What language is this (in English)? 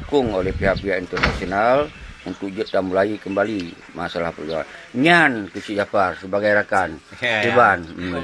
Achinese